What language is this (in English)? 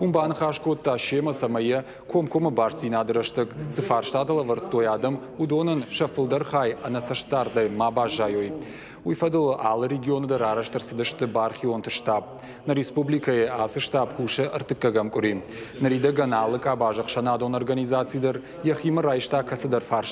Ossetic